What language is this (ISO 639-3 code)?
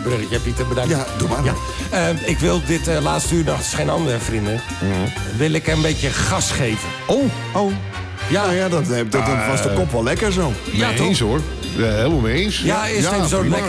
nld